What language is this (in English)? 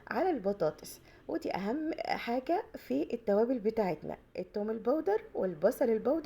Egyptian Arabic